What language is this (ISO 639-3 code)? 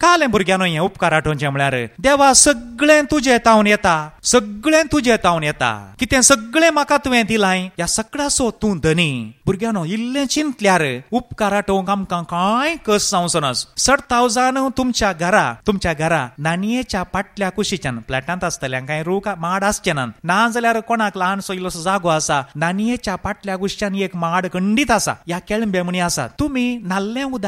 kok